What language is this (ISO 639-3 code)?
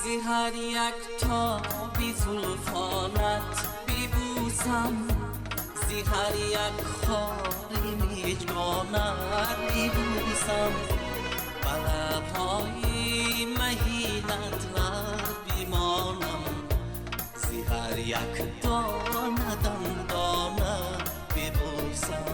tgk